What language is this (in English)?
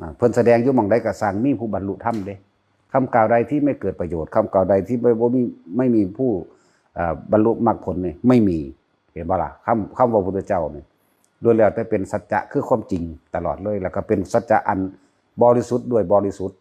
Northeastern Thai